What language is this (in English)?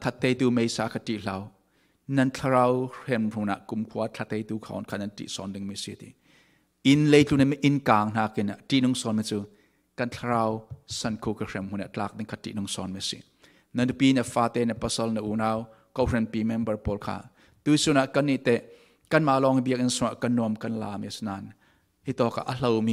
Falam Chin